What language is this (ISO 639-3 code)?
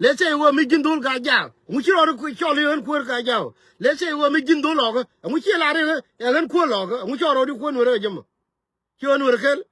nus